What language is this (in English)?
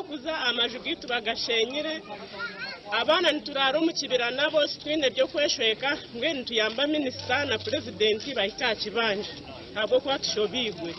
Nyankole